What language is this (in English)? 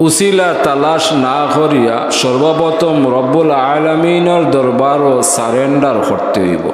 Sylheti